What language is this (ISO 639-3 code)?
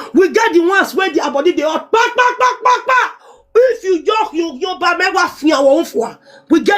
pcm